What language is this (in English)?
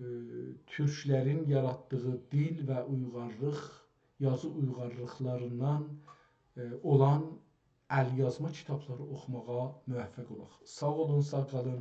South Azerbaijani